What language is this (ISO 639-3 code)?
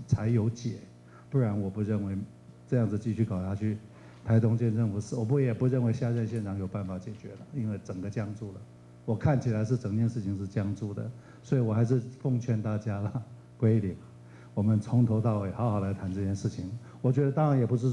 zho